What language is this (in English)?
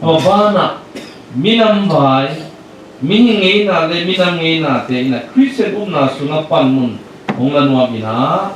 Tedim Chin